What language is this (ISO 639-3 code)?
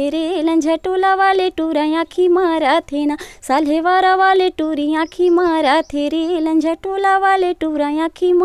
hne